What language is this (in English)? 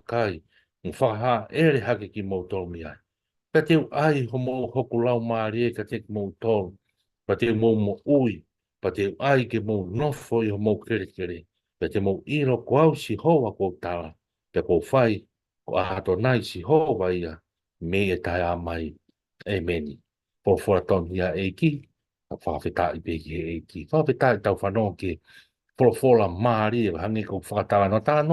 Tongan